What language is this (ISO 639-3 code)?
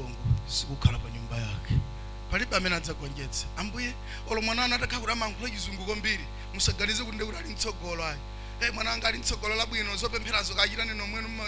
nya